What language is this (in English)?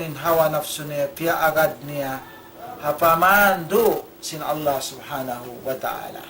Tausug